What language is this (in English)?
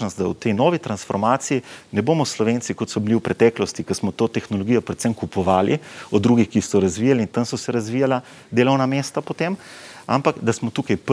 Slovenian